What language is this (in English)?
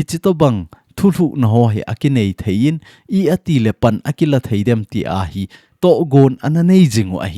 Thado Chin